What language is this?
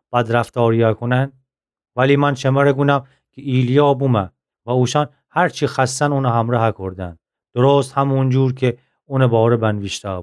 Gilaki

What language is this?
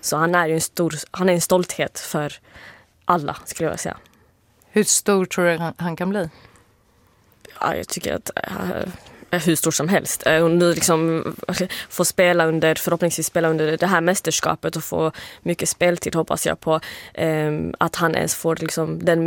Swedish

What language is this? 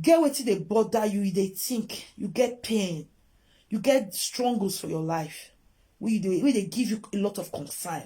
Nigerian Pidgin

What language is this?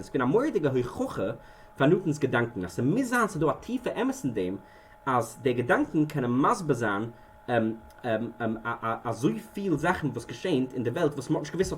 Yiddish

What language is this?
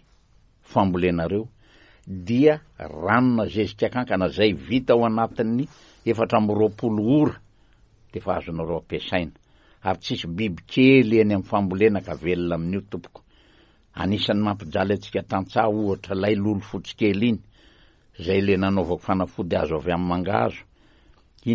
Malagasy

